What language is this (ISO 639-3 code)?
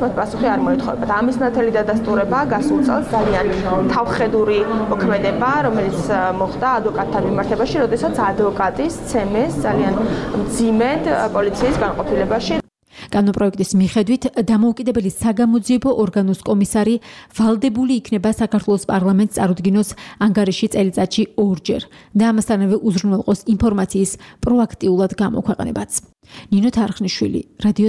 kat